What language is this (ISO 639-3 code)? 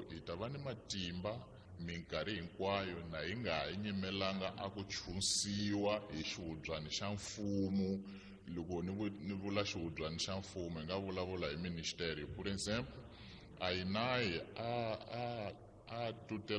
tso